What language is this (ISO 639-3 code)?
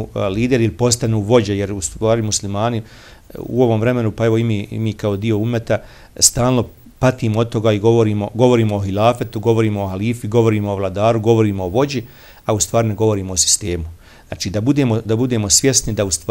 bos